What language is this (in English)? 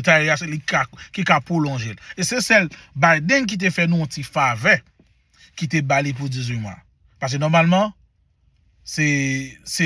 Haitian Creole